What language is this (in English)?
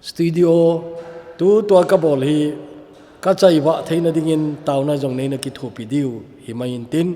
Thado Chin